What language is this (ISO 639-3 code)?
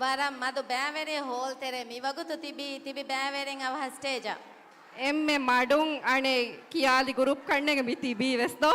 div